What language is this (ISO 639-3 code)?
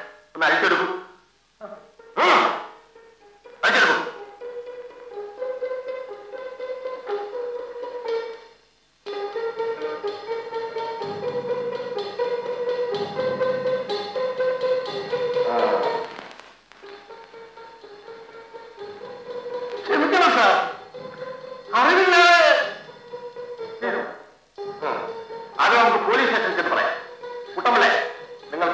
mal